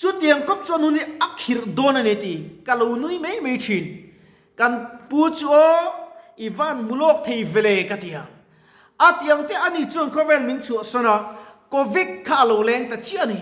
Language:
Mizo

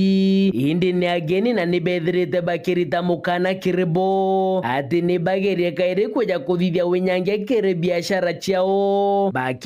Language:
Meru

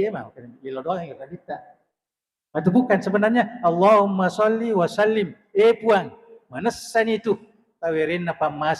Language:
Buginese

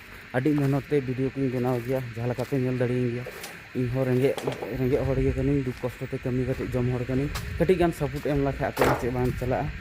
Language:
Santali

